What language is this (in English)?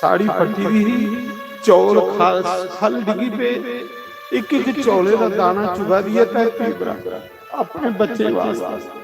Dogri